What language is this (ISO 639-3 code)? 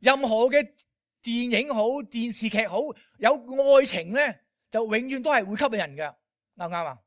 yue